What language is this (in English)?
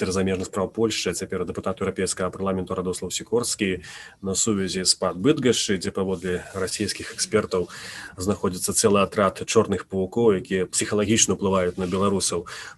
Belarusian